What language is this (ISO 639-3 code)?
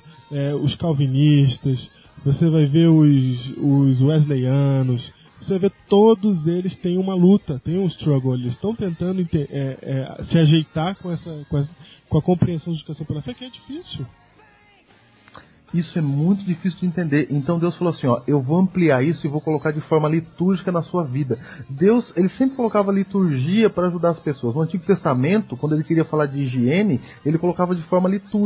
por